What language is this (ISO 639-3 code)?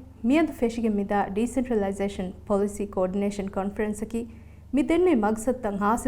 div